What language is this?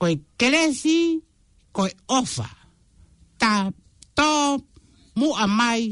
Tongan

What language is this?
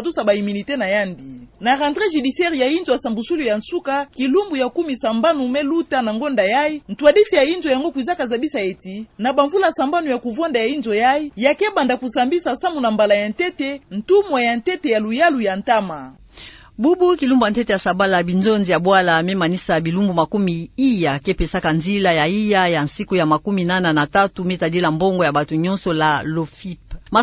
Kituba (Democratic Republic of Congo)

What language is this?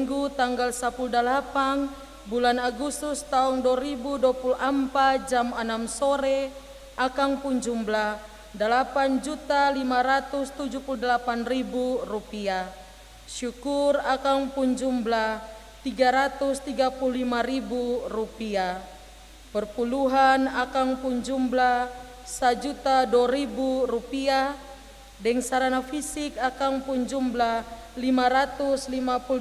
Ambonese Malay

